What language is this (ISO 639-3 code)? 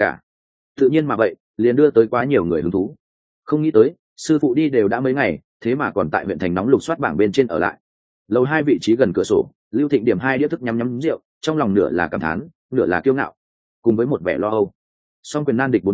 vie